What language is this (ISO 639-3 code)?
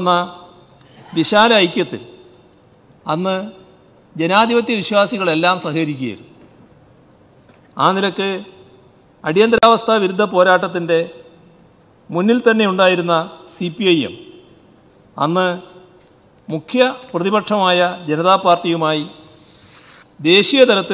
mal